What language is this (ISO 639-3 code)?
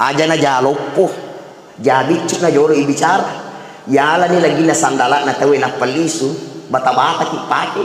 bug